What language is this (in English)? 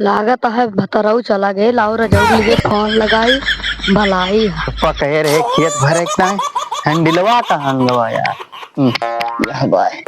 Awadhi